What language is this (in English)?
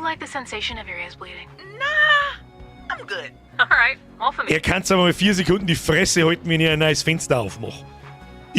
Bavarian